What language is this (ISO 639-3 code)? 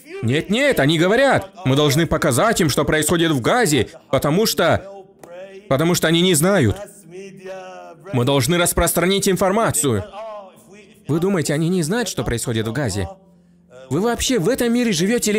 rus